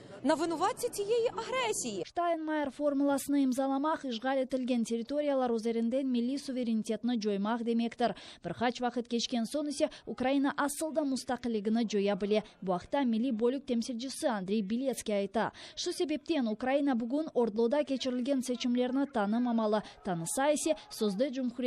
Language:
Crimean Tatar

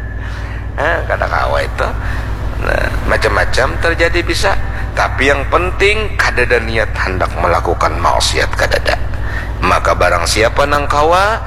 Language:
Banjar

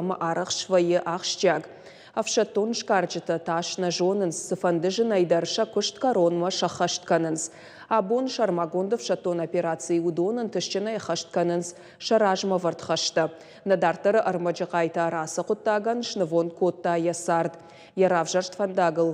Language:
Ossetic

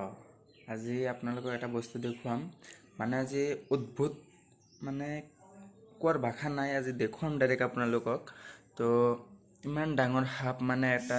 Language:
Assamese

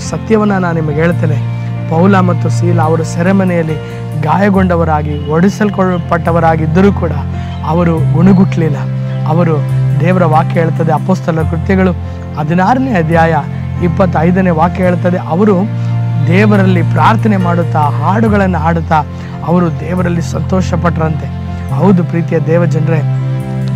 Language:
Kannada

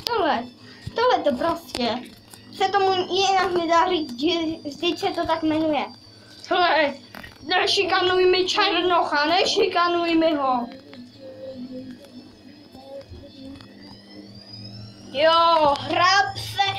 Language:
Czech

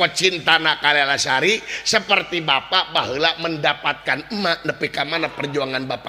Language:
Sundanese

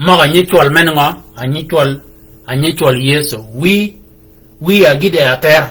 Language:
Shilluk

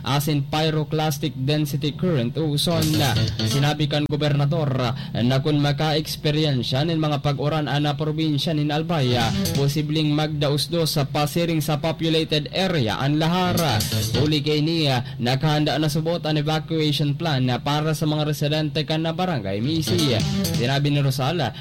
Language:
Bikol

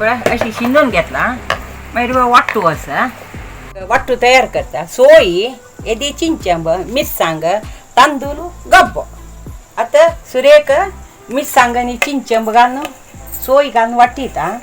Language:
Konkani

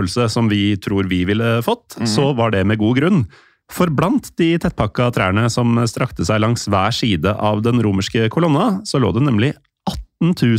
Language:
Norwegian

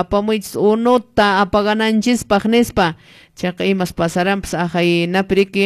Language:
Quechua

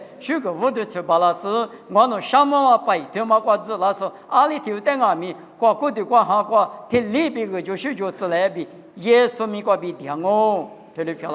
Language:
Lisu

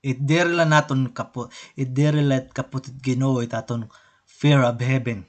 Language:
Waray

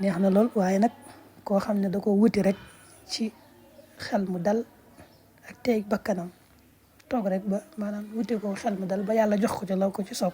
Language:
Wolof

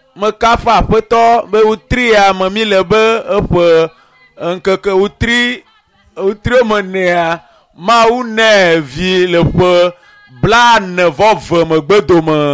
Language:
Ewe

